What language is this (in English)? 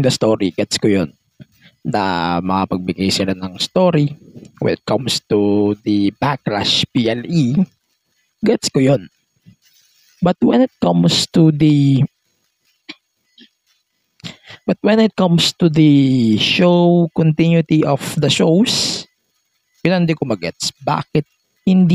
Filipino